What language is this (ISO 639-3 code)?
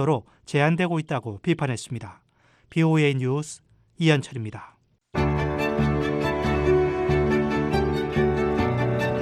kor